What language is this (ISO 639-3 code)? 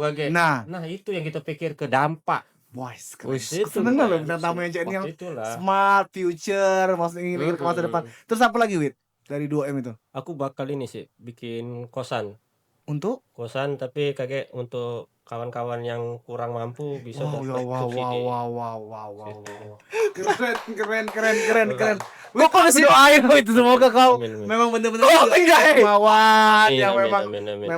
mui